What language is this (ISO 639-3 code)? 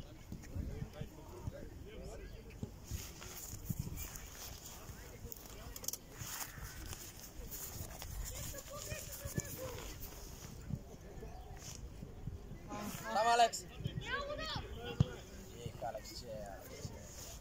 bul